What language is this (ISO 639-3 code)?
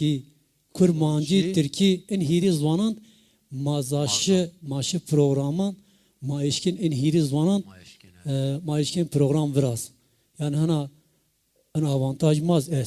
zza